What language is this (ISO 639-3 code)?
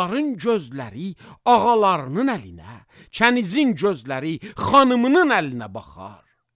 aze